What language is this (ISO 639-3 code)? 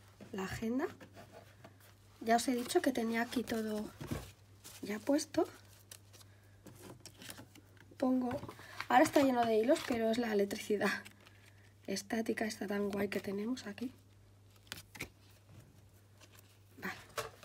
spa